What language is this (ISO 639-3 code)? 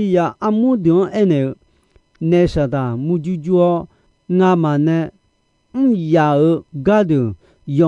ahk